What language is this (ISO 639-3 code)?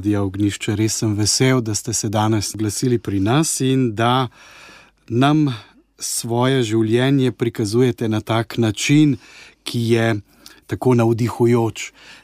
slv